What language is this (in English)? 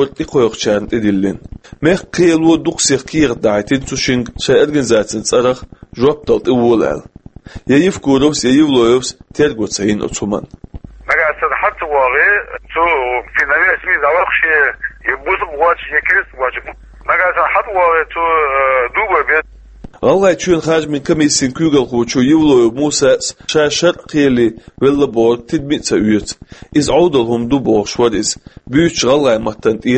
Chechen